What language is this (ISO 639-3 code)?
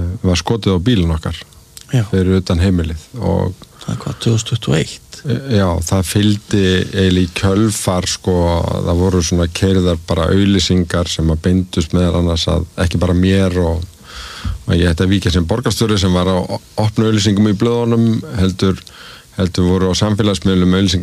isl